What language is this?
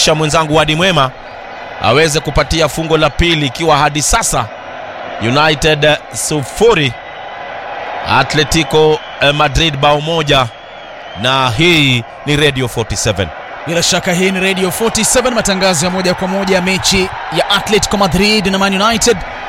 Swahili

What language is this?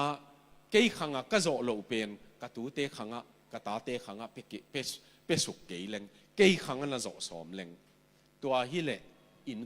Tedim Chin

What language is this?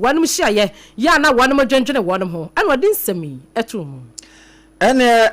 Akan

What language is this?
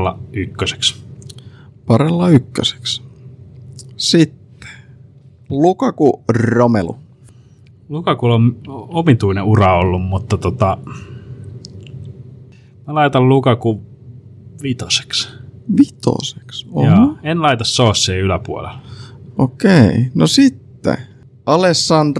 Finnish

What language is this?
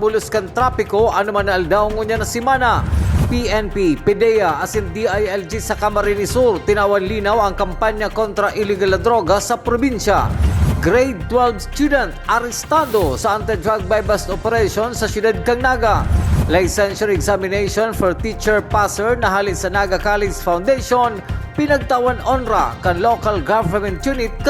Bikol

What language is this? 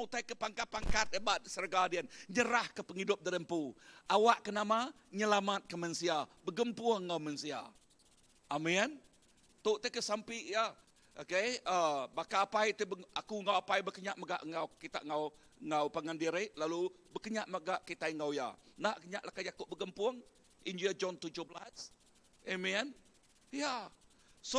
Iban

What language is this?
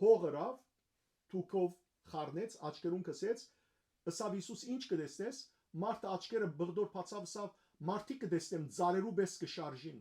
Western Armenian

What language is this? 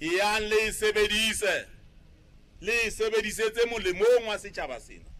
Southern Sotho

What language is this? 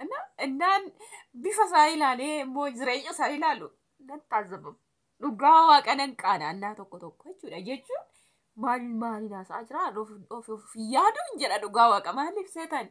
Oromo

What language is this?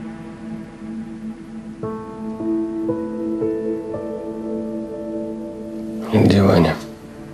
Russian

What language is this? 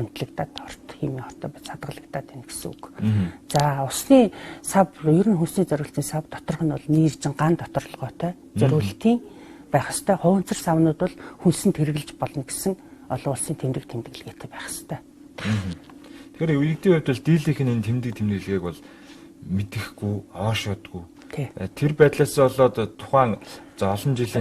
Mongolian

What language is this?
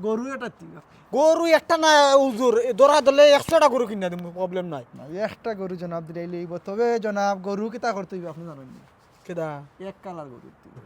Sylheti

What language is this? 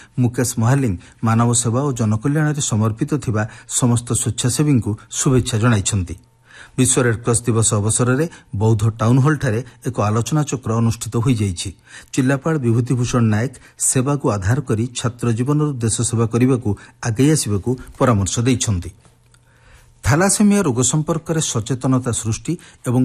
Odia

